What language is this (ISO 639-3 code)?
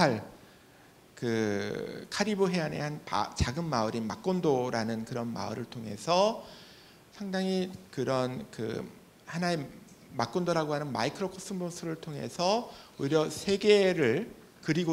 kor